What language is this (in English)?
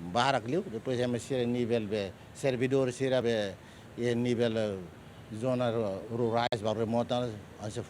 Tetum